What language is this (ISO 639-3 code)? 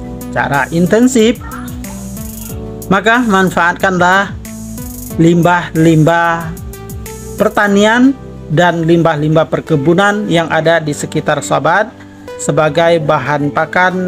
ind